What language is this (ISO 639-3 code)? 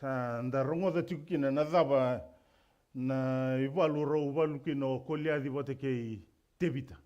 fij